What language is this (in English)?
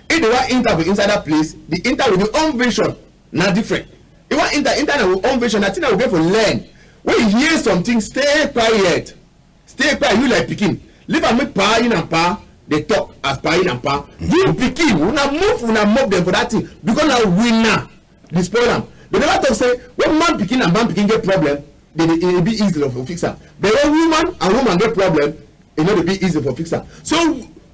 Cameroon Pidgin